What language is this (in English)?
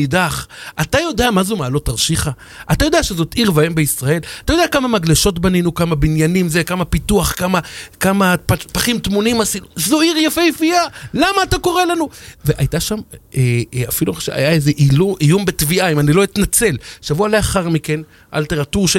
Hebrew